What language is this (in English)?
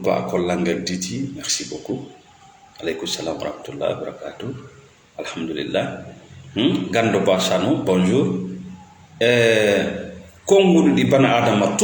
Fula